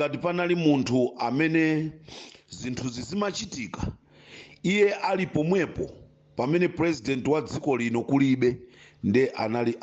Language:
Nyanja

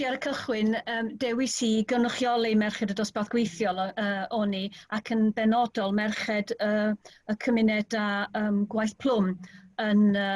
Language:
Welsh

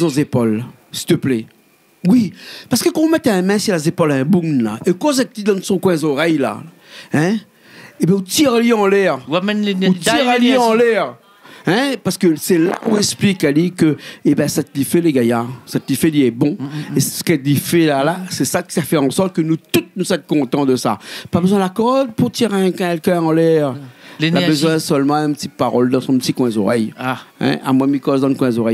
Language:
Réunion Creole French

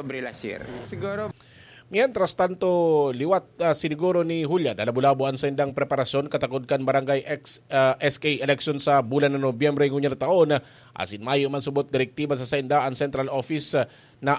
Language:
Bikol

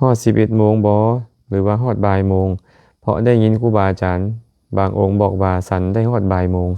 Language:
Lao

